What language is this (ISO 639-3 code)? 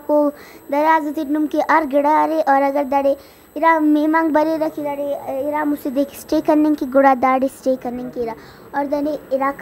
brh